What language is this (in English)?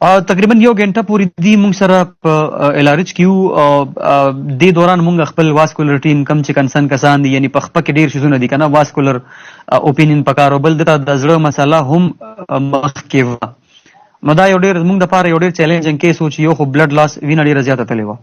Pashto